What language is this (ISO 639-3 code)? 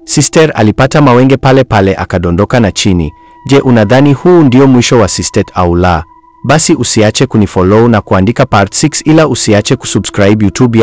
swa